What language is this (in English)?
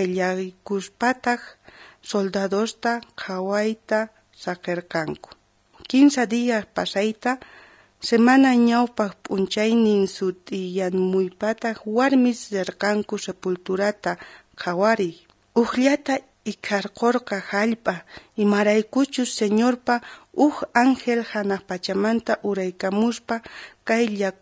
South Bolivian Quechua